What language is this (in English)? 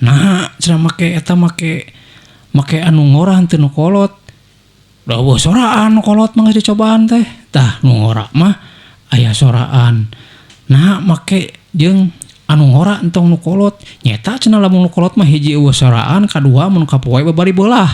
Sundanese